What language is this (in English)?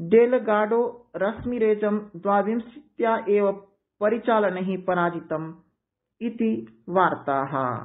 Sanskrit